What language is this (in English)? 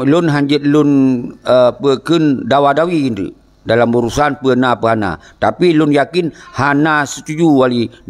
Achinese